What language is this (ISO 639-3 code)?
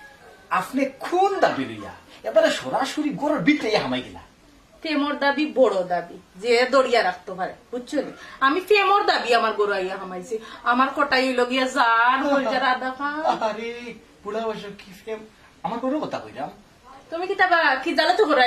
syl